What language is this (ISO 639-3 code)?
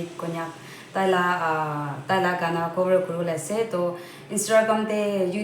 nag